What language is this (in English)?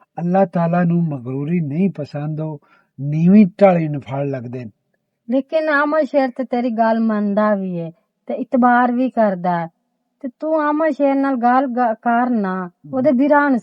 Western Panjabi